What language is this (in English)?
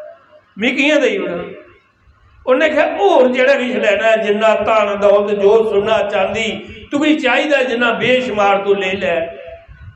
Dogri